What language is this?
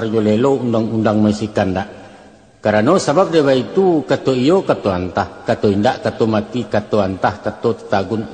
Minangkabau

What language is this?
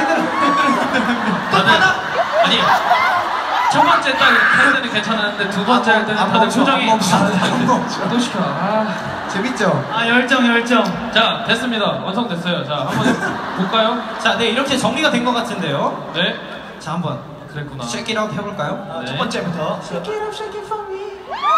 Korean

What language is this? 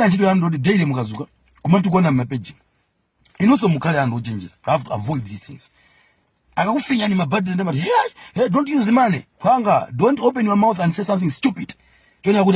Nyanja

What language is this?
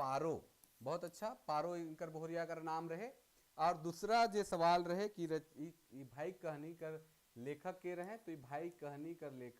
Sadri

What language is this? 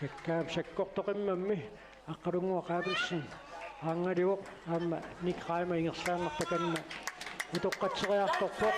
Kalaallisut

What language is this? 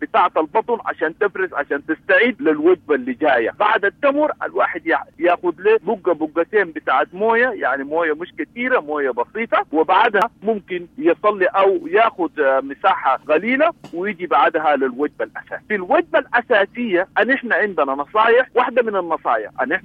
Sudanese Arabic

